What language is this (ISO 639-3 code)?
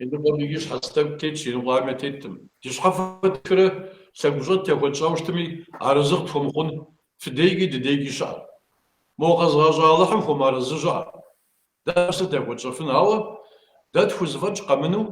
kbd